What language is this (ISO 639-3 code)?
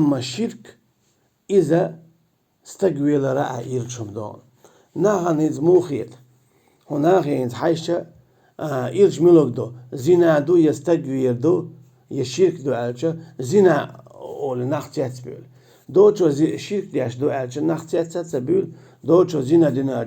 che